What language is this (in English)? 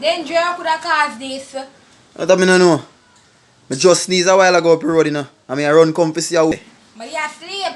Jamaican Creole English